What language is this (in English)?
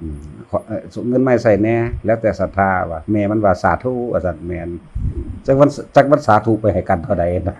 Northeastern Thai